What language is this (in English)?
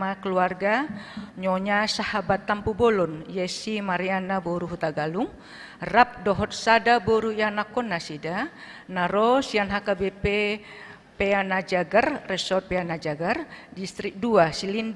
Batak Toba